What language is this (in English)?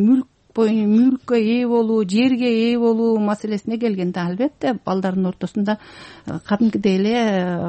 Kyrgyz